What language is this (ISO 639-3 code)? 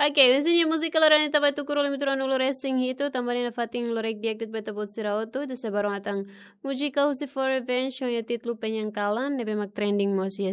tet